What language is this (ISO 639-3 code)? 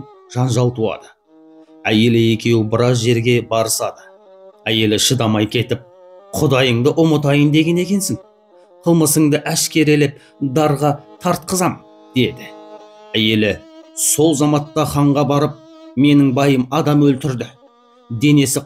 kaz